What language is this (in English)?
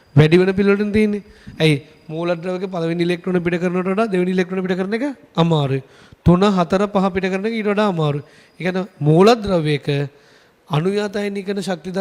Sinhala